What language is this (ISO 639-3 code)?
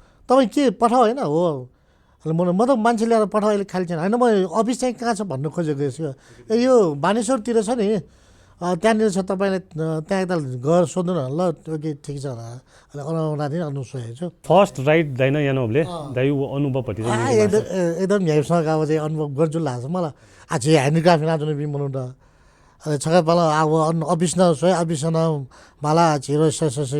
new